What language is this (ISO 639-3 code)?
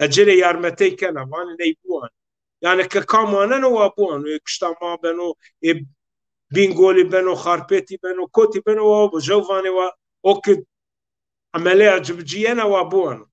zza